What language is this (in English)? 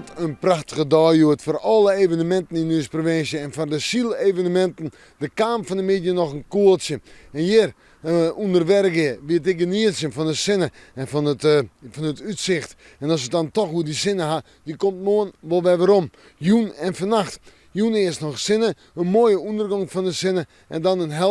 Western Frisian